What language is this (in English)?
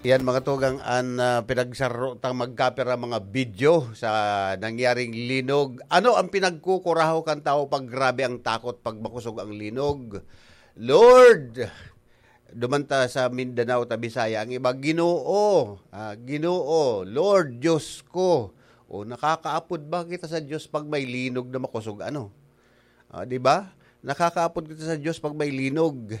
Bikol